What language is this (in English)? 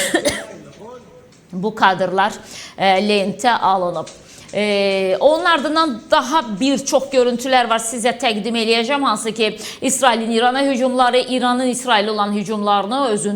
Azerbaijani